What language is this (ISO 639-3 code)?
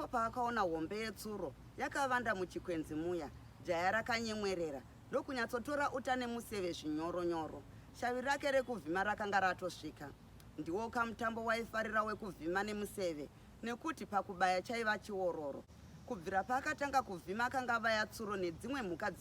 sna